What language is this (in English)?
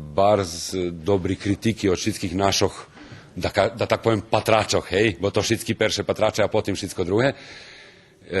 Rusyn